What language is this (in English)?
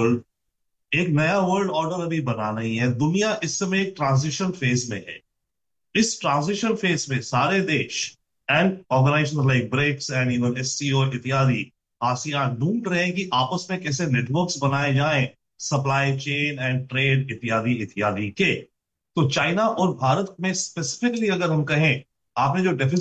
Hindi